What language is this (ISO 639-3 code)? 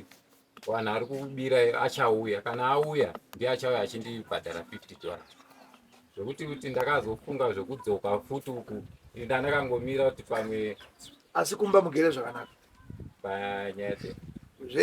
sna